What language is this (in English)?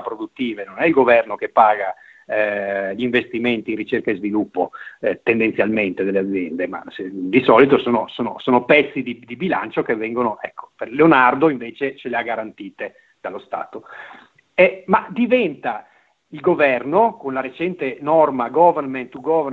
Italian